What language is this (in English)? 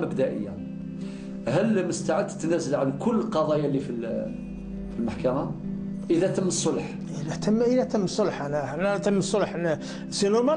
Algerian Arabic